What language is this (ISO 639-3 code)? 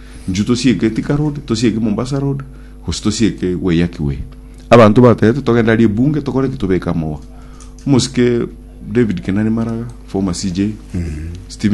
guz